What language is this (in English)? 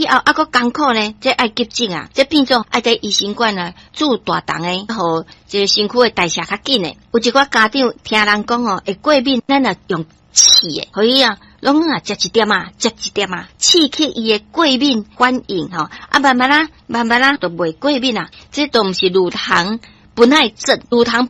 Min Nan Chinese